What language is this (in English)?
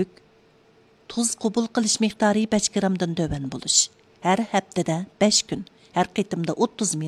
Uyghur